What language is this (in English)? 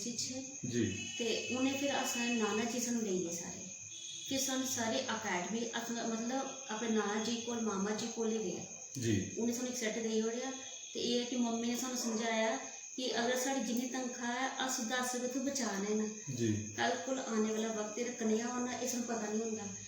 Dogri